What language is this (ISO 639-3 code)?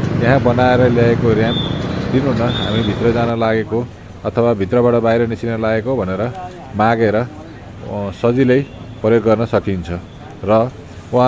nep